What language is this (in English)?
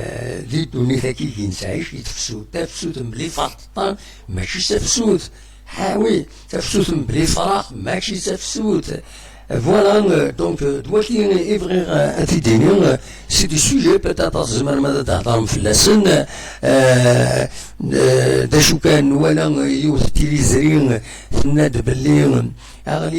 Kabyle